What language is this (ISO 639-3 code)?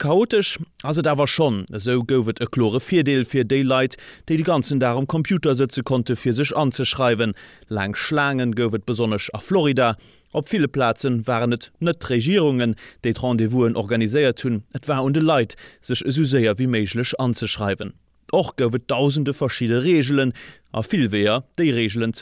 ltz